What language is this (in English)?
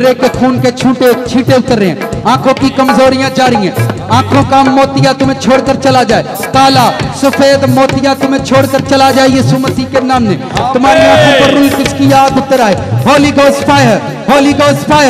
Hindi